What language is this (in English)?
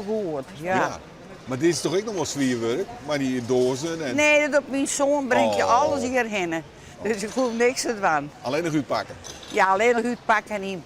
Western Frisian